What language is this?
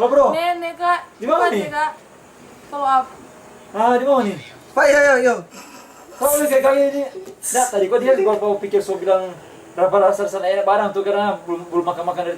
Manado Malay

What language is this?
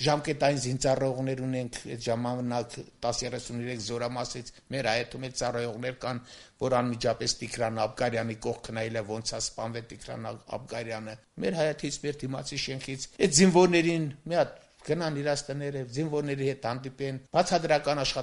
Armenian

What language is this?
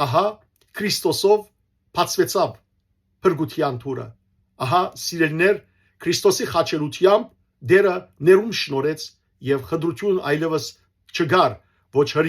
Western Armenian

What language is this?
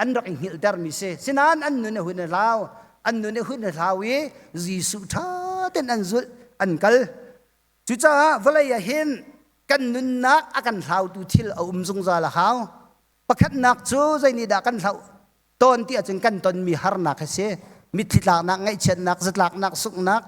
Hakha Chin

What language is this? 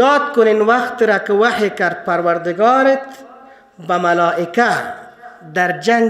Persian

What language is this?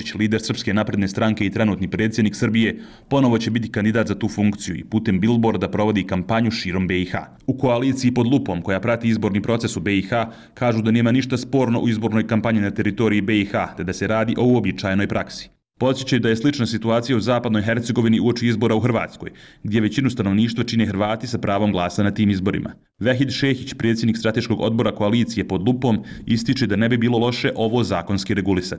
Bosnian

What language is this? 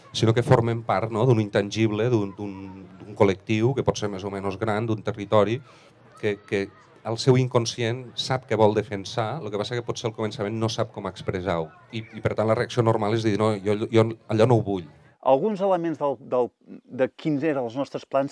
Catalan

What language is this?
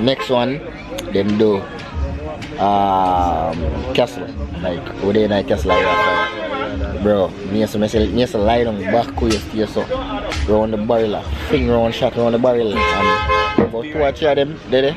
Jamaican Creole English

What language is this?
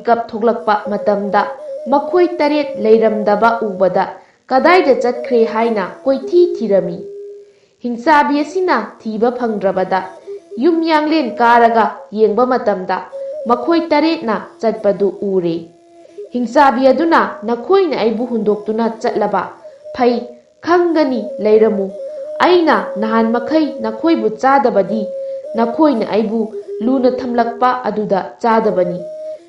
Manipuri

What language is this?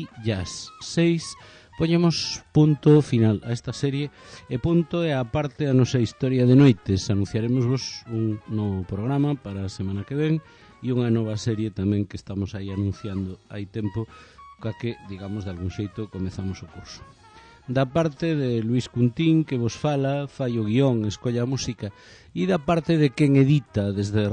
Galician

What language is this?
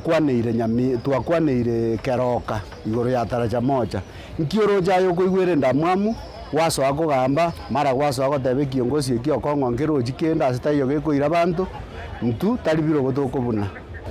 Gusii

